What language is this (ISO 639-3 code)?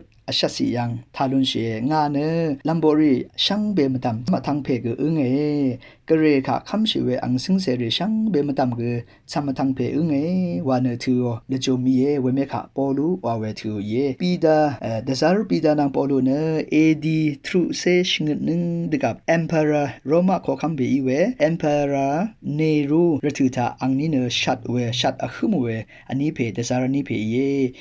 raw